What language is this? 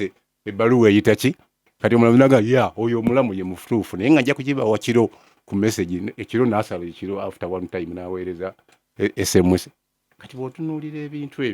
Ganda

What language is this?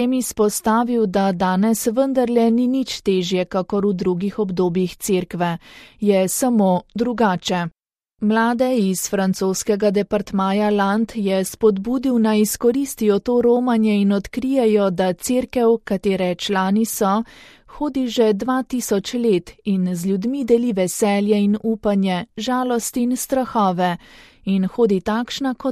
Slovenian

